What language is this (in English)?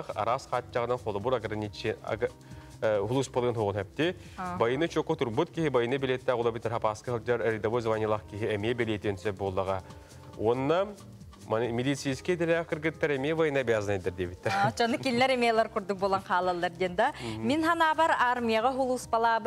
Yakut